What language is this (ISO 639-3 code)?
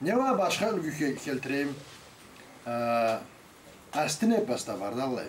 krc